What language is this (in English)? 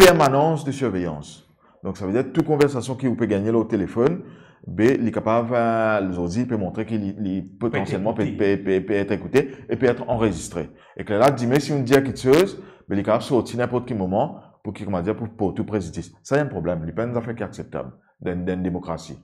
Morisyen